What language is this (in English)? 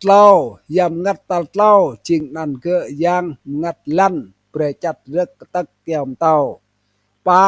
Rade